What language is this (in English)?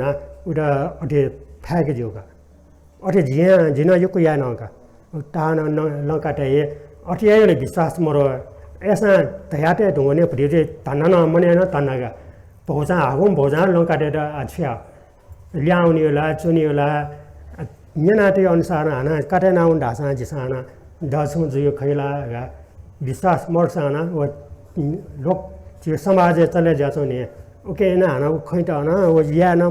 Newari